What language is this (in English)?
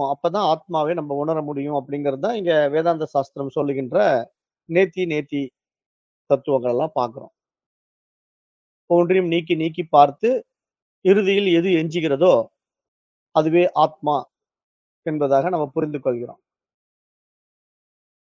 Tamil